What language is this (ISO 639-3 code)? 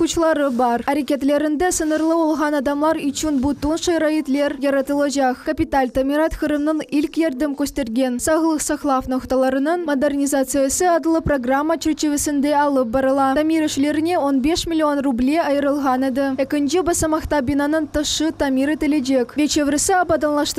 crh